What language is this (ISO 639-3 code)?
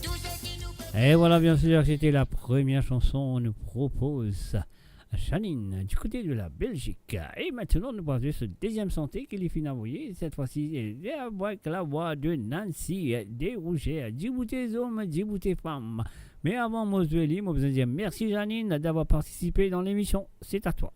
mfe